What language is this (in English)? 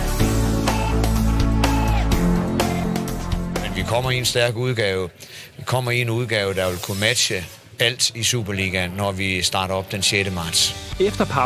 Danish